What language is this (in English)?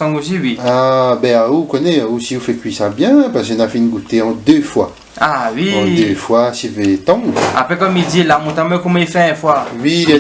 Réunion Creole French